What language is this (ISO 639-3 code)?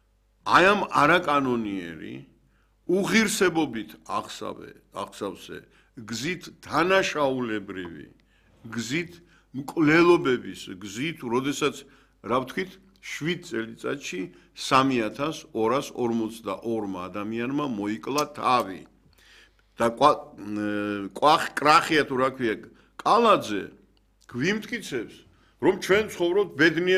kat